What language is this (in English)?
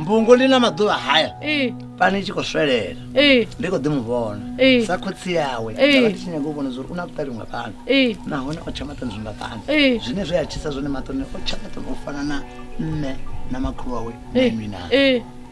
Venda